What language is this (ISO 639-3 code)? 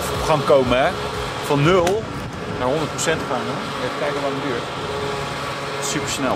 nld